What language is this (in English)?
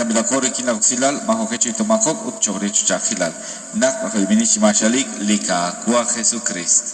Kekchí